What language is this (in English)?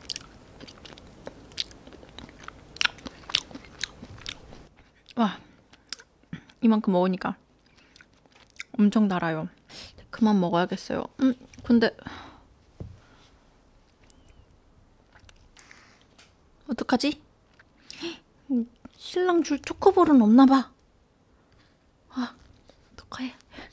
Korean